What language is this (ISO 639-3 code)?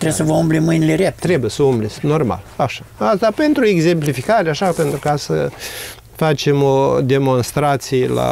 ron